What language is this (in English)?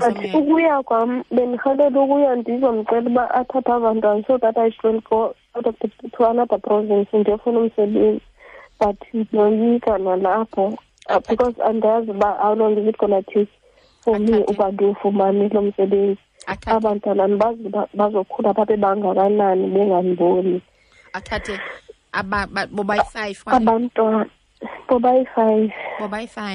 Xhosa